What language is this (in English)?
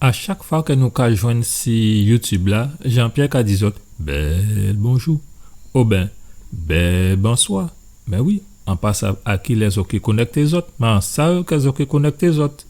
Guadeloupean Creole French